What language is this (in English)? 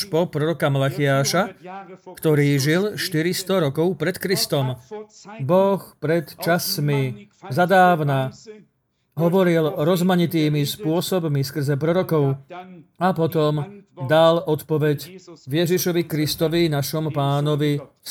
Slovak